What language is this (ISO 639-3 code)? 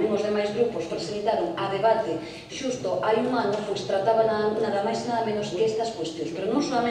glg